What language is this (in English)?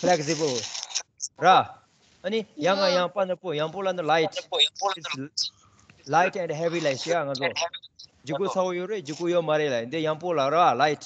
Tibetan